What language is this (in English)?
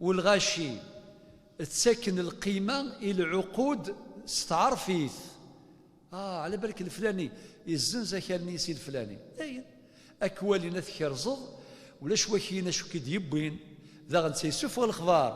Kabyle